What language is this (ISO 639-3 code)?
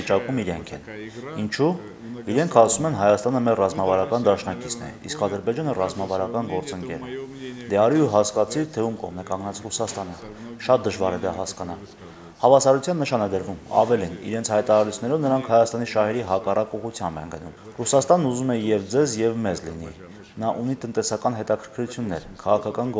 hye